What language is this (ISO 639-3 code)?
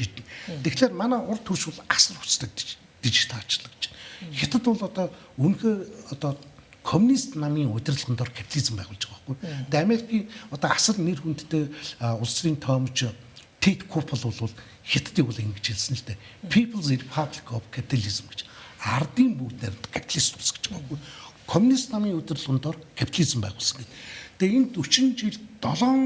mon